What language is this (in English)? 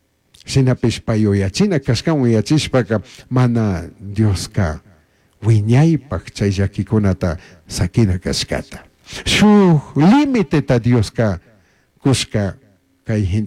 Chimborazo Highland Quichua